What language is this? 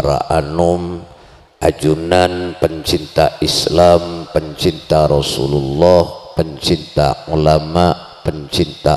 Madurese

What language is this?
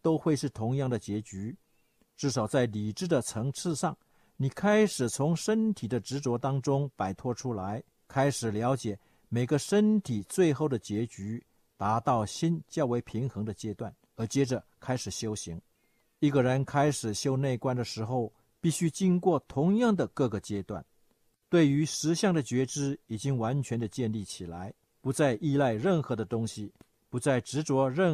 Chinese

